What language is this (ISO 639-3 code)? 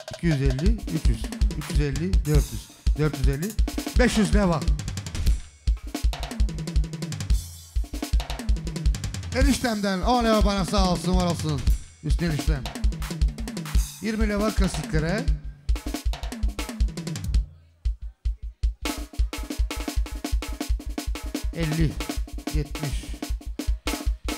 tur